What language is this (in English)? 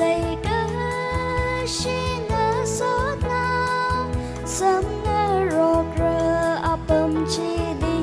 Tangkhul Naga (India)